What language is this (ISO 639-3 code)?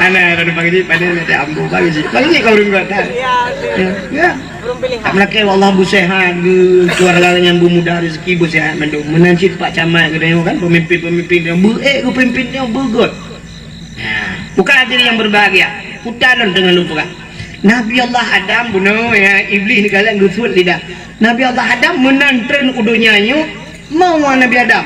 ace